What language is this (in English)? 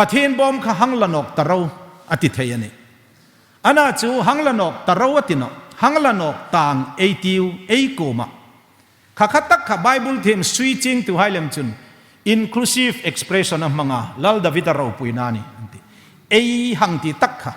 Hmar